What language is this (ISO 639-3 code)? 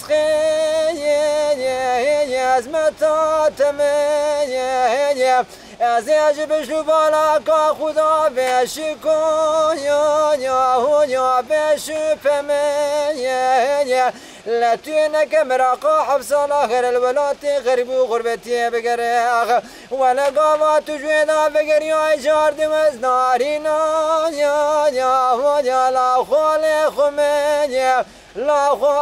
kur